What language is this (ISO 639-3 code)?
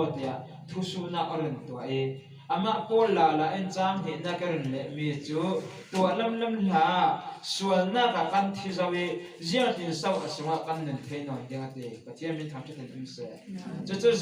cfm